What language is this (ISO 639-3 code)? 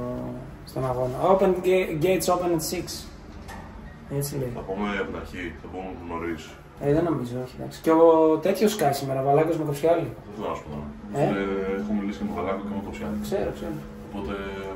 ell